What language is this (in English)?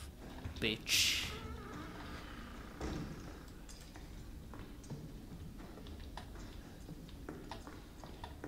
Czech